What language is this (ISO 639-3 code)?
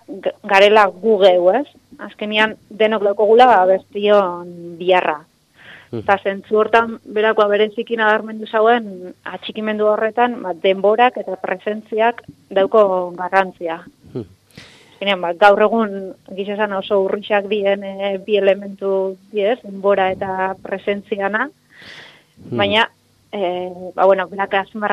eus